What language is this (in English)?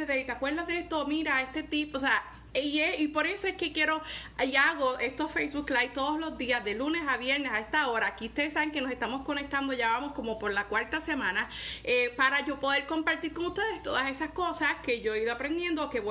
Spanish